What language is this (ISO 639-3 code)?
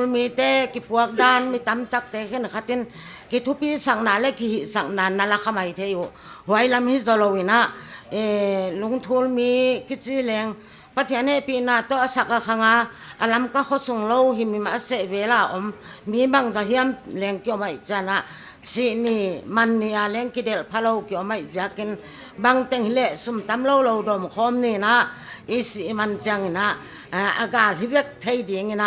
pck